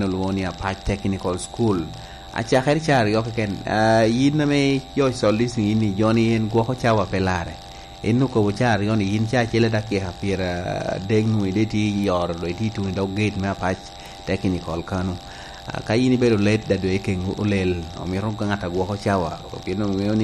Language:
Lango (Uganda)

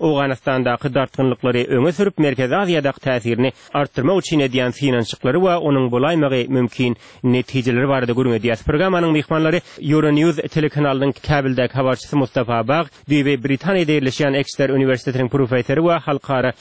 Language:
Turkmen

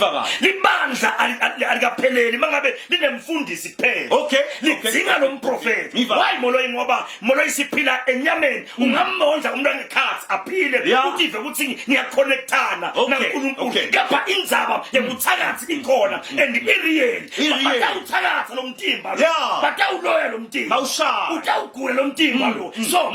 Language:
Zulu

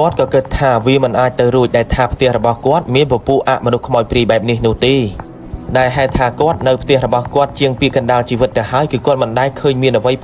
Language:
Khmer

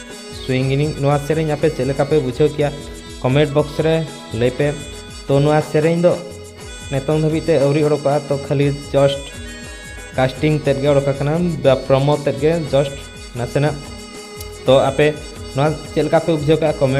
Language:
Santali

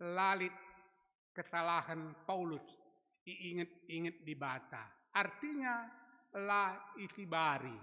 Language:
Batak Karo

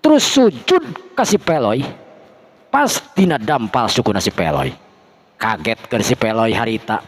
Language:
Sundanese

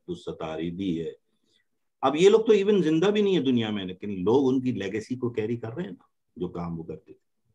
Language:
Urdu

